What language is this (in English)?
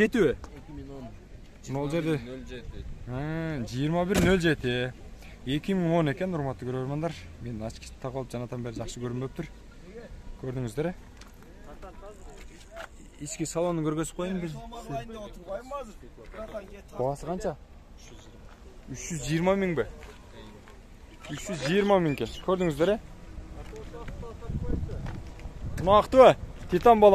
Kyrgyz